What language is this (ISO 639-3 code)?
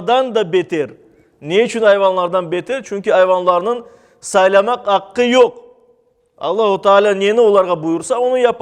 crh